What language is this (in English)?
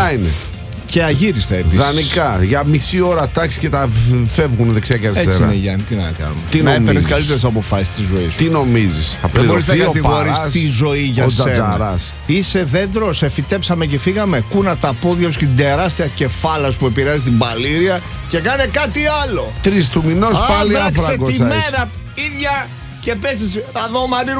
Greek